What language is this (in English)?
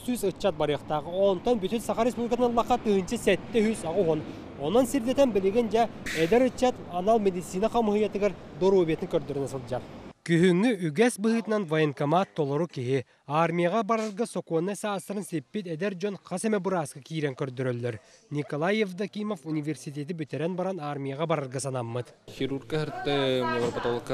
Yakut